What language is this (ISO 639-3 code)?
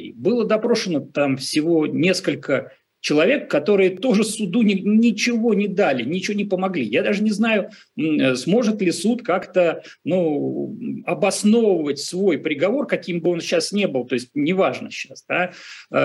rus